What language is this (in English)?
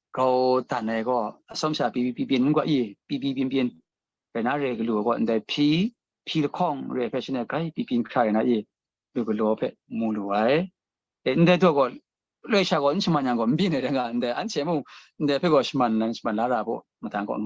Kachin